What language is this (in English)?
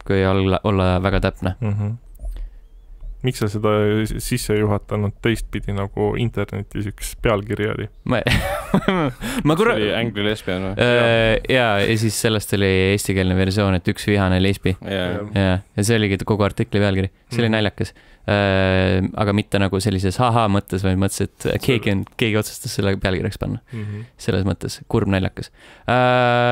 Estonian